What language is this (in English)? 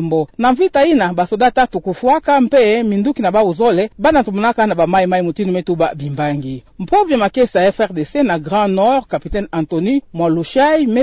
Kituba (Democratic Republic of Congo)